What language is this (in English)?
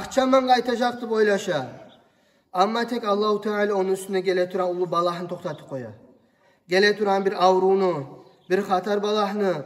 Kumyk